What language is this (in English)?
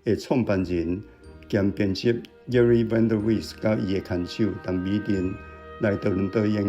Min Nan Chinese